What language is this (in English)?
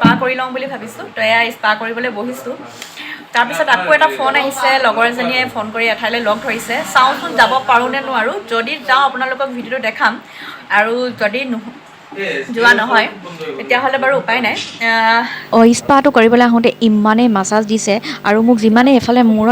Assamese